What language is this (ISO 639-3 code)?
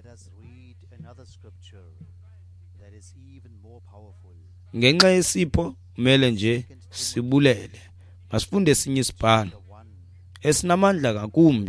xho